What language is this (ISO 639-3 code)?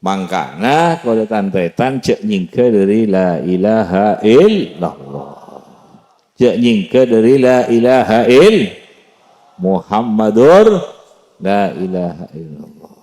mad